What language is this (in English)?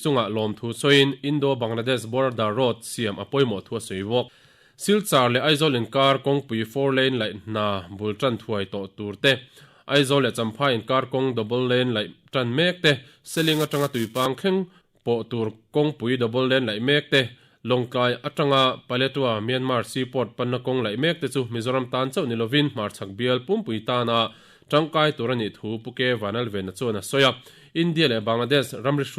Mizo